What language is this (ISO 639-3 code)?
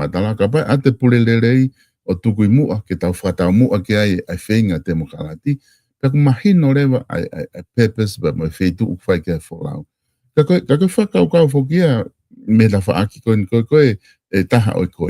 ton